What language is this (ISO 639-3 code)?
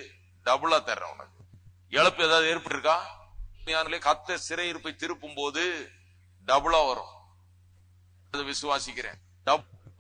tam